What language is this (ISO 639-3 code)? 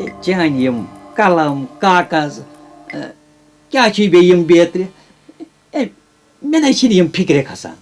kas